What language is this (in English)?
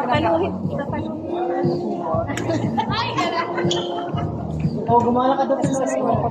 Filipino